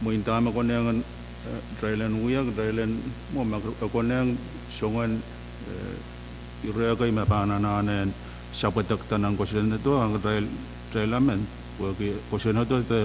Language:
Pohnpeian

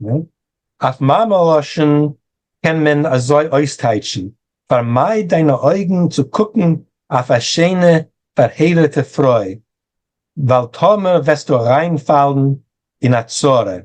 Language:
Yiddish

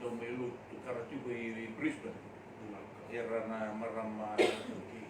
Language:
Fijian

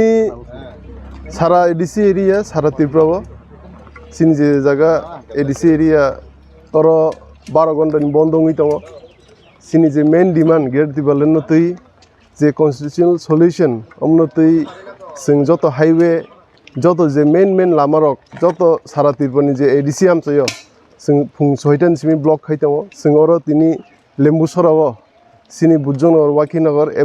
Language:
Kok Borok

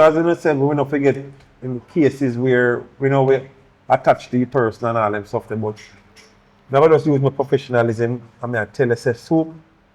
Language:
Jamaican Creole English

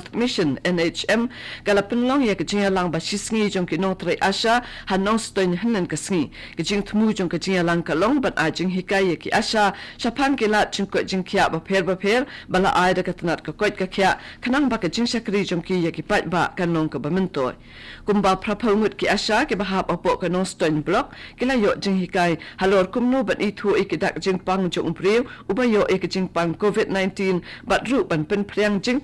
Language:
Khasi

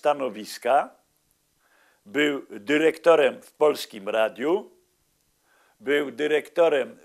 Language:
Polish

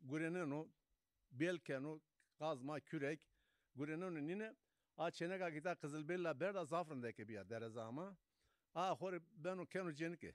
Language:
Zaza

